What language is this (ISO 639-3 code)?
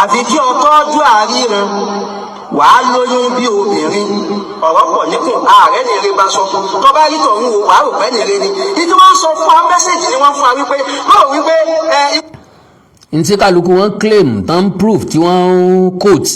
yor